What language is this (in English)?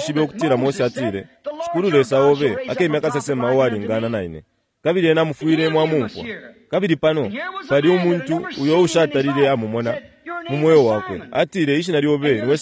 Bemba